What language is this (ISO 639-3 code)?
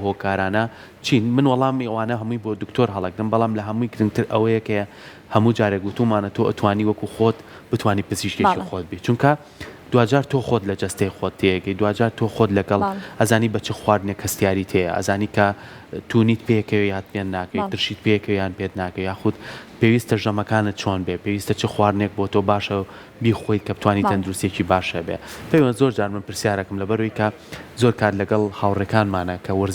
ckb